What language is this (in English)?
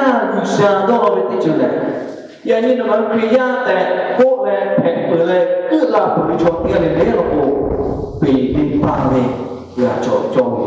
Lahu